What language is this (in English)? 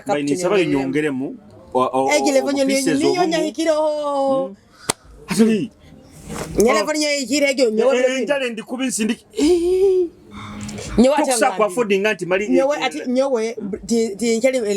Nyoro